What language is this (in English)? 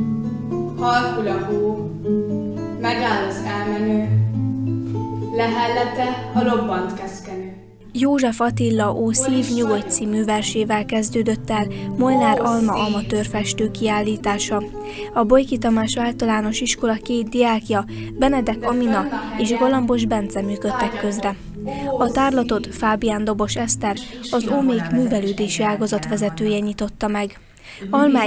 Hungarian